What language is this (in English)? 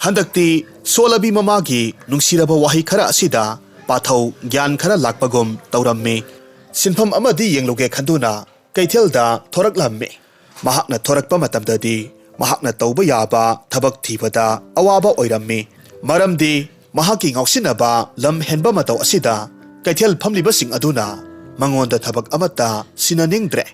Manipuri